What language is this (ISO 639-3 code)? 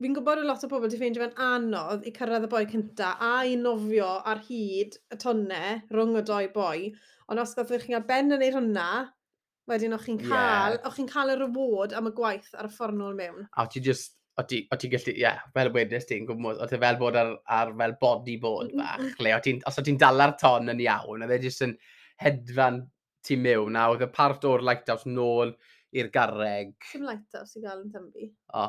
cym